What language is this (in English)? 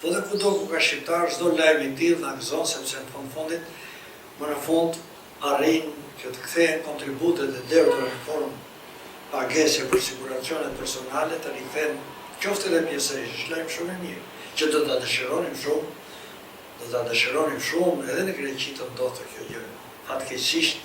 Albanian